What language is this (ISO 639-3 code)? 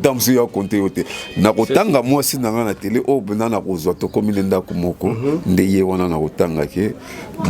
lin